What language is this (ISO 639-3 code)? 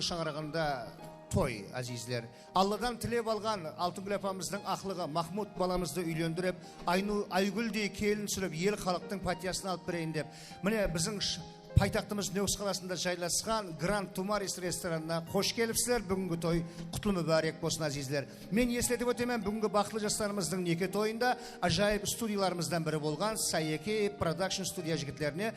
kaa